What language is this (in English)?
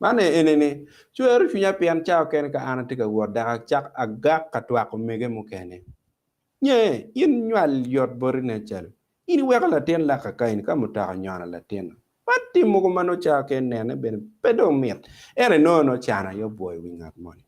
Acoli